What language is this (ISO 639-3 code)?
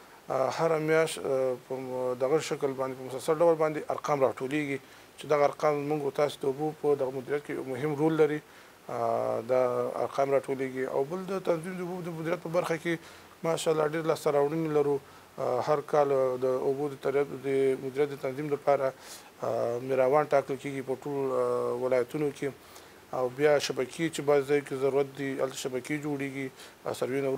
pus